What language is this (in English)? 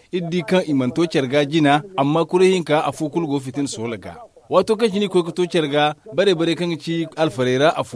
Zarma